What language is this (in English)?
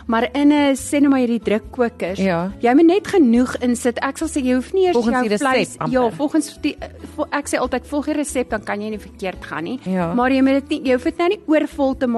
Afrikaans